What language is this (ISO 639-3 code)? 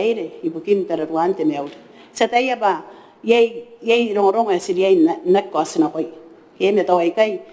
gil